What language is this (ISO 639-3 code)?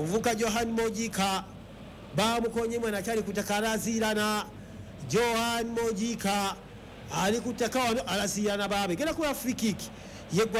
lug